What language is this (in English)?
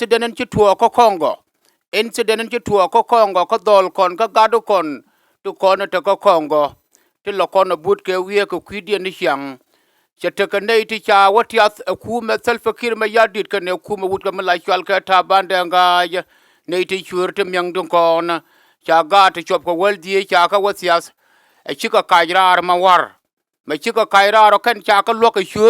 Nuer